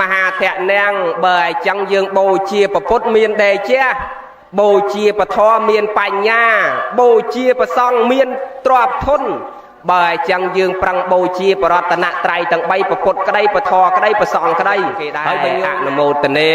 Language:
Khmer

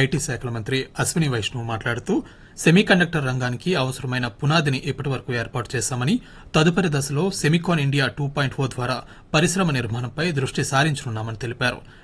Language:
Telugu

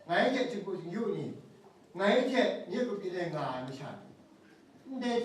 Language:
Kachin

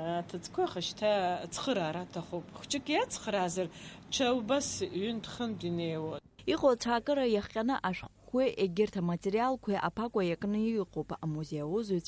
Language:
Abkhazian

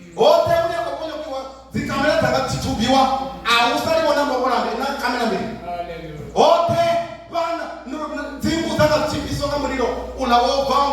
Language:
Venda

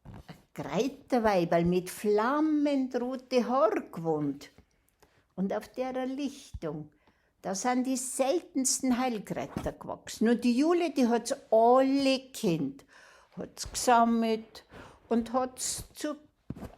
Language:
Bavarian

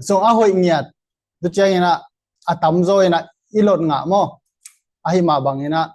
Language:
Tedim Chin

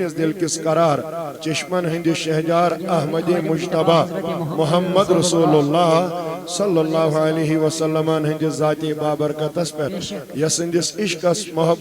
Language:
Kashmiri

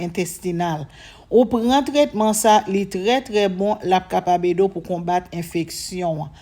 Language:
Haitian Creole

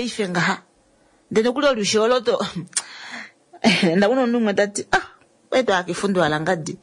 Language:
Kuanyama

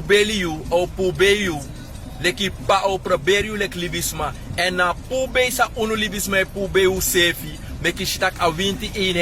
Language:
Sranan Tongo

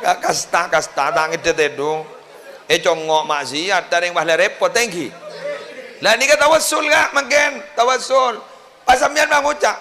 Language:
Madurese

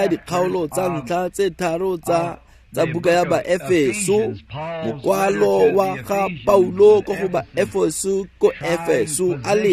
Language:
Tswana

